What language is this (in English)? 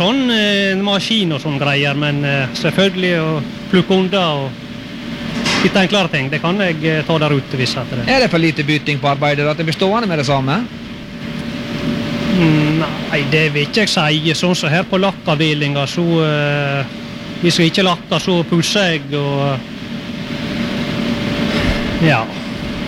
Norwegian